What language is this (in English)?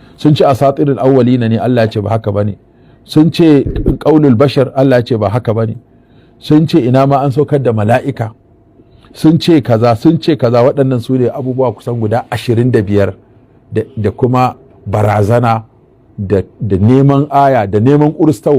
Hausa